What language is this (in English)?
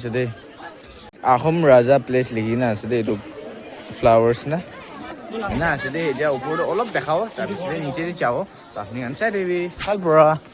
Naga Pidgin